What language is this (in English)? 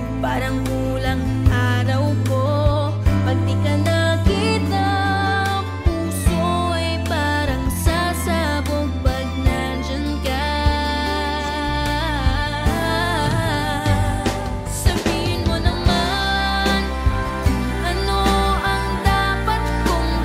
Filipino